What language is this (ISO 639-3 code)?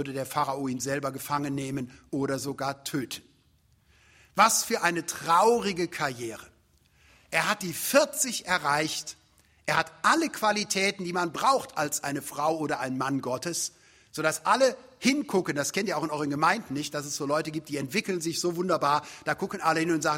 deu